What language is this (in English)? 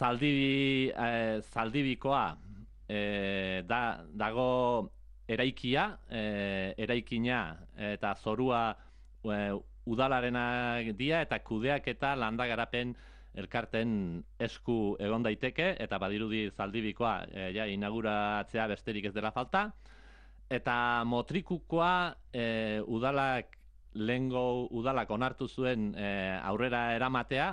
Basque